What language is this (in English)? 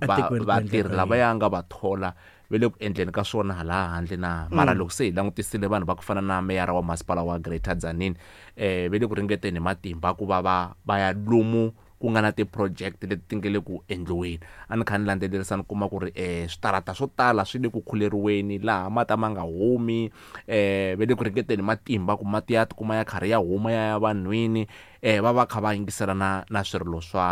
Tsonga